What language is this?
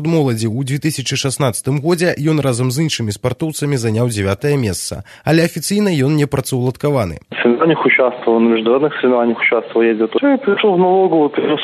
Belarusian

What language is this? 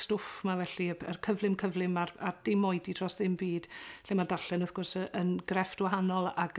Welsh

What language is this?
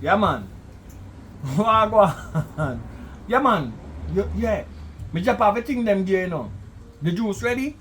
Jamaican Creole English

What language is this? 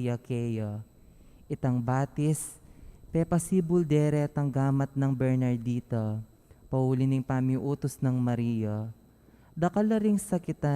Pampanga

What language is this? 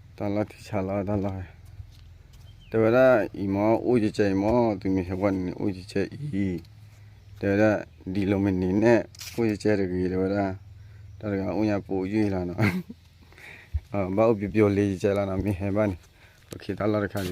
S'gaw Karen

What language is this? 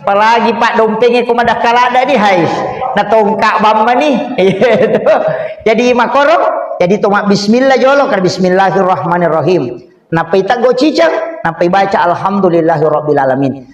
Buginese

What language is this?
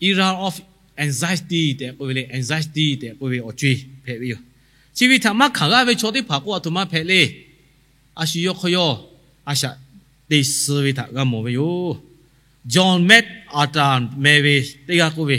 Lahu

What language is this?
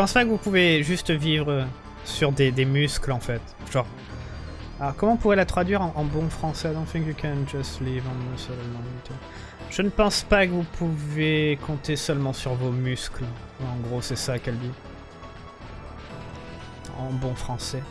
French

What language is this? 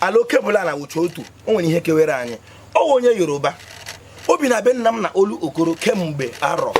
Igbo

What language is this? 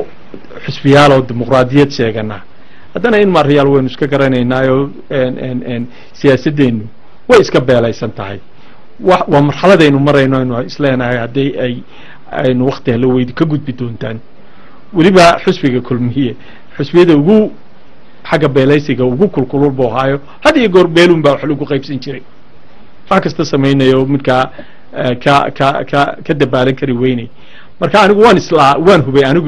Somali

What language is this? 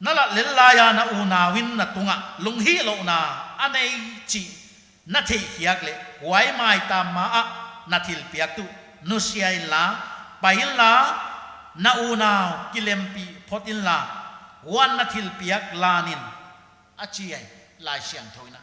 Paite Chin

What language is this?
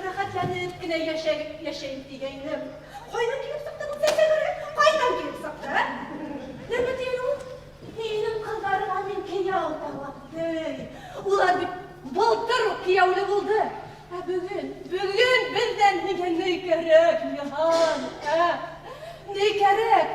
Bashkir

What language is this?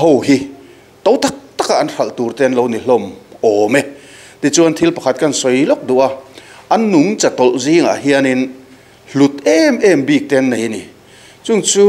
Mizo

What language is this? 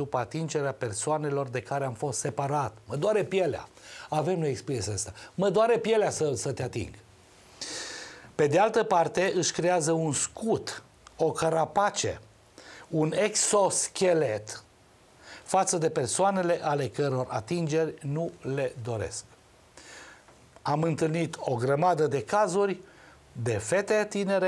Romanian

